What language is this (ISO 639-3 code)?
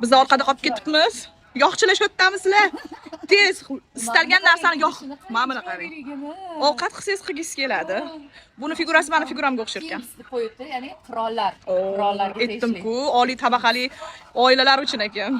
uzb